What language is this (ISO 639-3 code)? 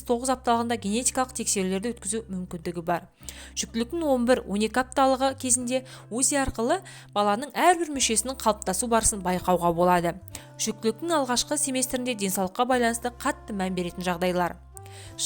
kaz